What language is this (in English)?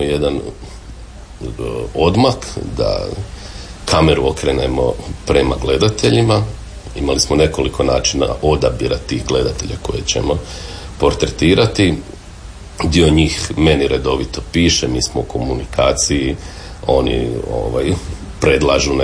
Croatian